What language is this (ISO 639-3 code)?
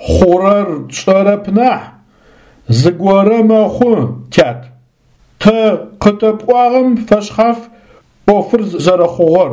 ady